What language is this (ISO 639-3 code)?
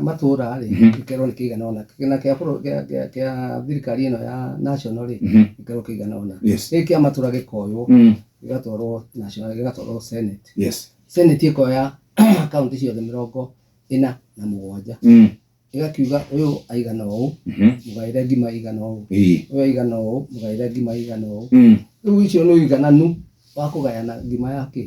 kik